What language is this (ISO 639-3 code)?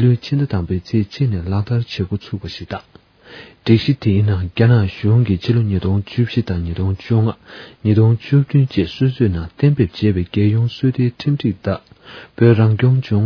bod